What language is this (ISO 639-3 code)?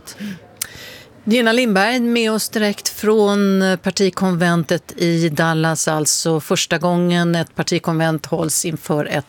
swe